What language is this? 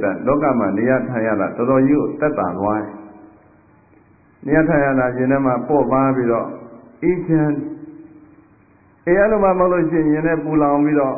Burmese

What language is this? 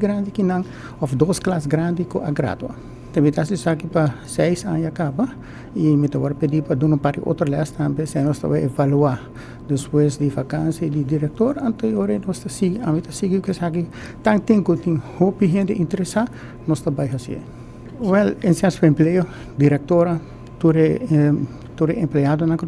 Papiamento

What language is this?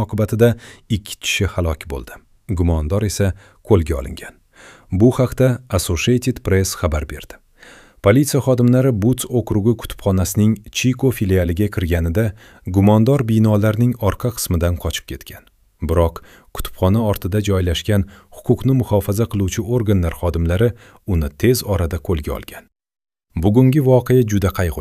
Uzbek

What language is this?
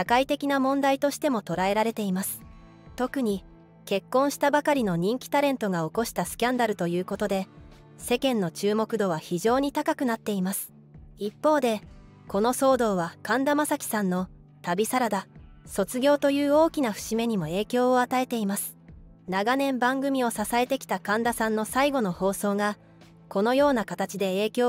Japanese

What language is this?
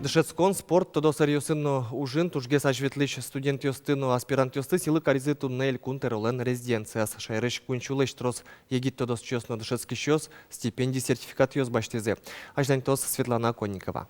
Udmurt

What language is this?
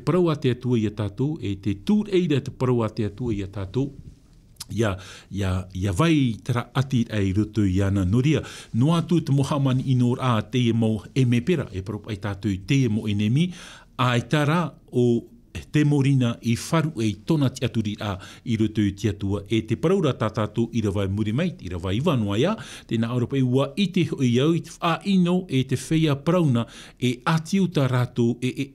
Tahitian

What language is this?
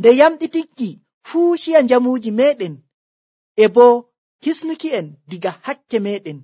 Nigerian Fulfulde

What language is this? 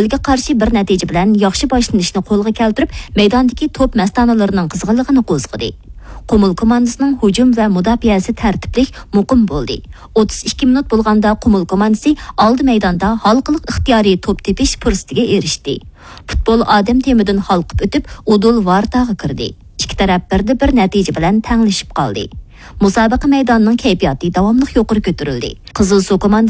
Uyghur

